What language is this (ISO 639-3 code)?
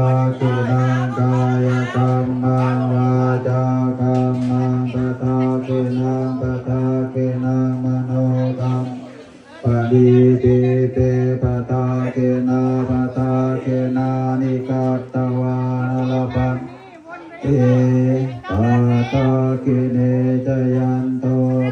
pli